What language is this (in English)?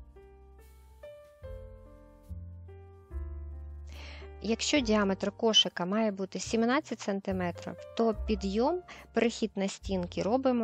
Ukrainian